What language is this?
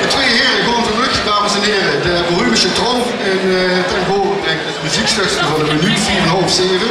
Limburgish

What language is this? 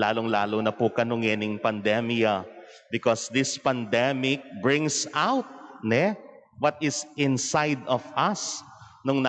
Pampanga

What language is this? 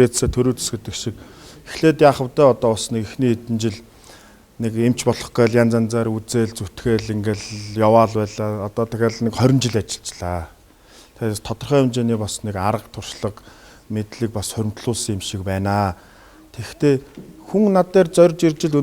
Mongolian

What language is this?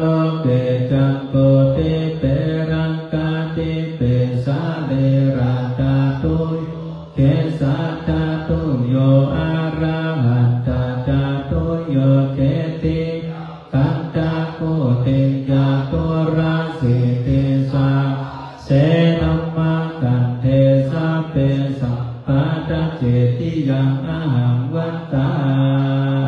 Pali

